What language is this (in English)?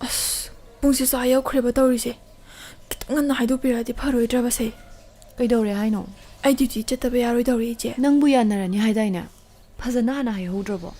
Manipuri